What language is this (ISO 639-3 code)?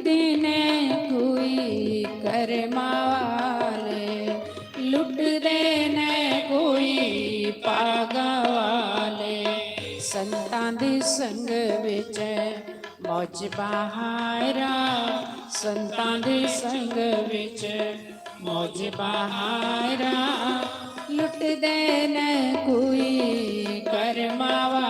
doi